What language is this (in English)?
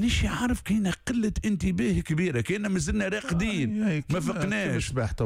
Tunisian Arabic